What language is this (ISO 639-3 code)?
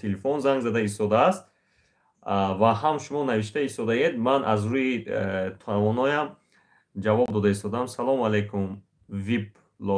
tgk